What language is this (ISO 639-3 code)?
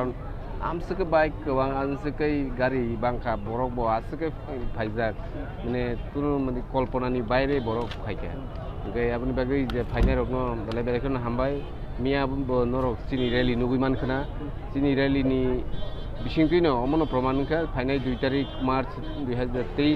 trp